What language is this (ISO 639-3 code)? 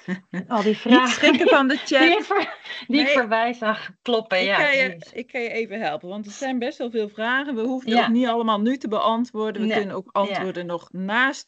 nld